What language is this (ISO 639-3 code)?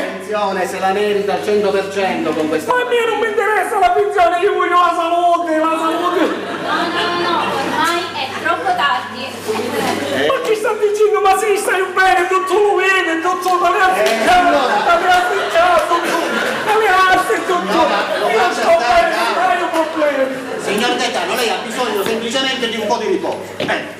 scn